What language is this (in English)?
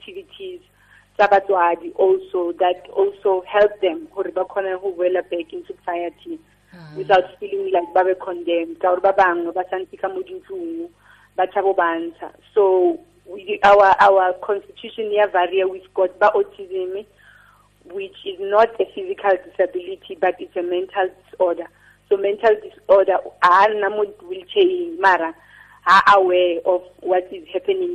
Tswana